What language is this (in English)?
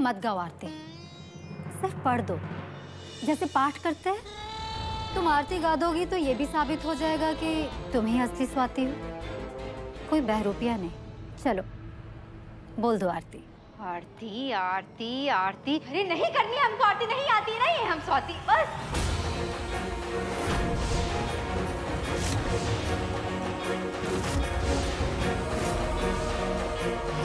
Hindi